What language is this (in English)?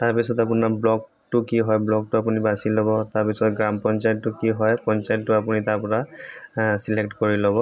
Assamese